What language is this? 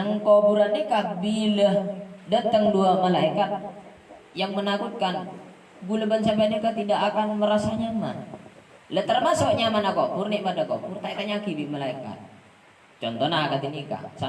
Madurese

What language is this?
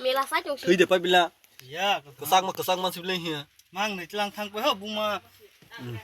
Kok Borok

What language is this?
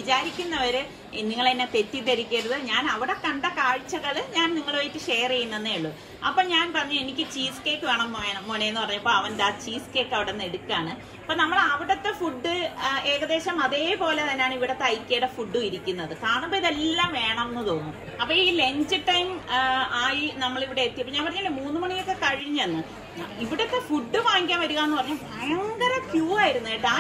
Malayalam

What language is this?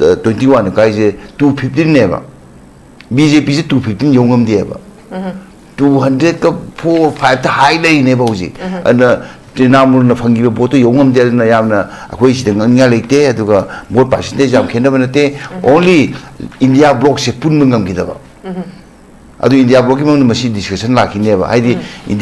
Manipuri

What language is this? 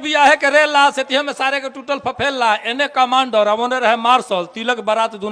Bhojpuri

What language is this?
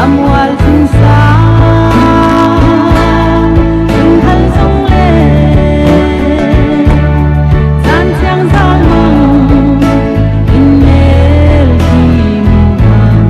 Paite Chin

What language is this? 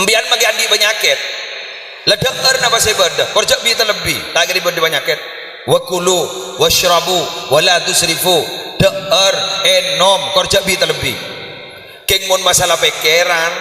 Madurese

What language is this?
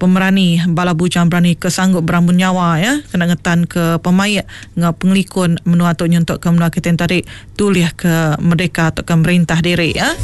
Iban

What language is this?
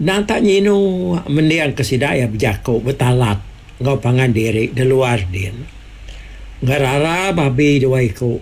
Iban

